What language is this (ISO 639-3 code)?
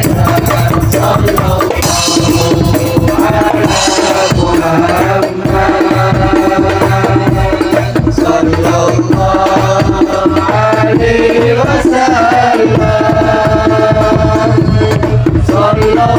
mad